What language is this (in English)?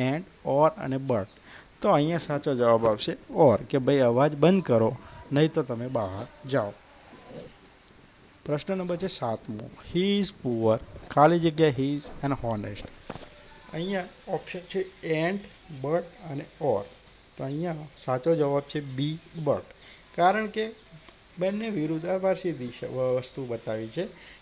Gujarati